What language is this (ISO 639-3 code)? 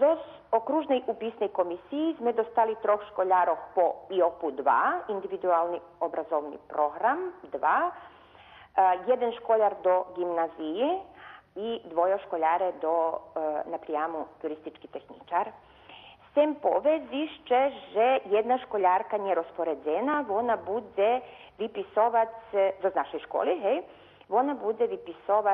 rue